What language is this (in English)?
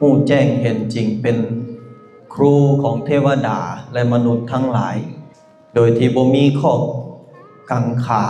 Lao